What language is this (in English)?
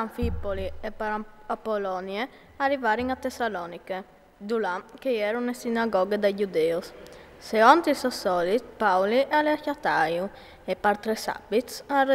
Friulian